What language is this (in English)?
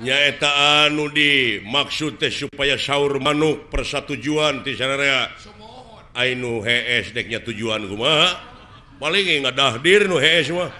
Sundanese